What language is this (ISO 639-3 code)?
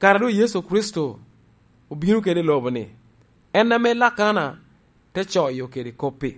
laj